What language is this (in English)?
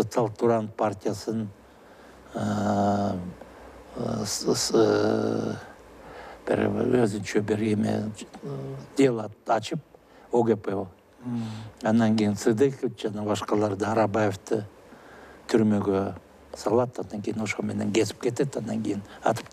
Kyrgyz